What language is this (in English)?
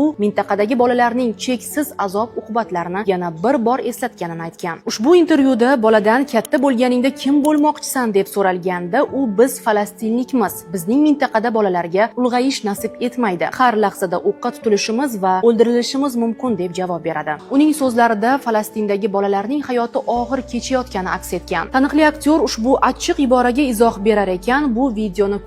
Uzbek